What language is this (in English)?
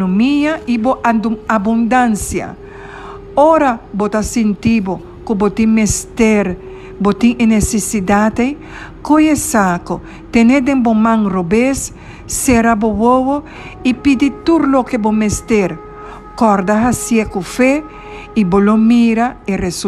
Papiamento